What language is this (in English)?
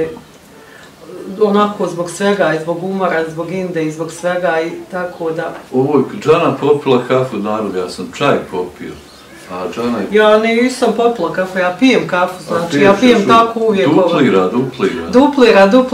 Bosnian